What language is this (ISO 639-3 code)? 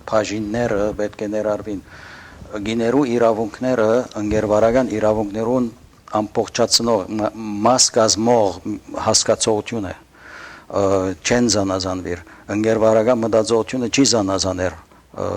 hyw